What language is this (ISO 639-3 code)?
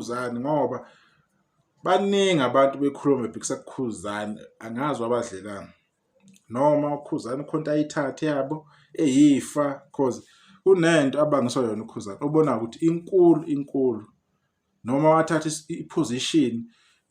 zul